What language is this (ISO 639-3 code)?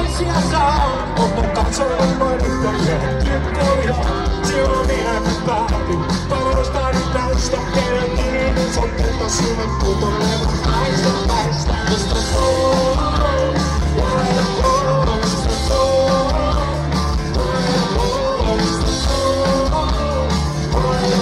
fin